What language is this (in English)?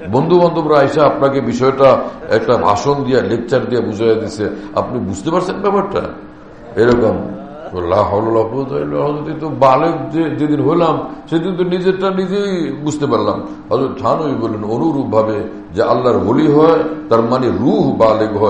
Bangla